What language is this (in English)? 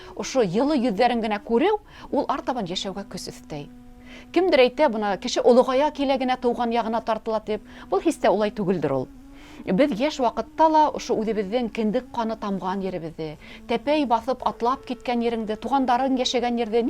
Bashkir